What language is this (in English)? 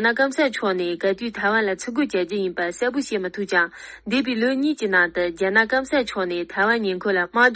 Tibetan